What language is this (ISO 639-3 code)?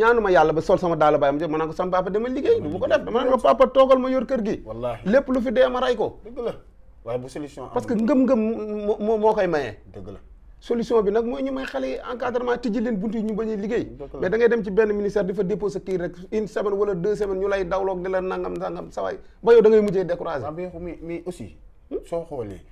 wol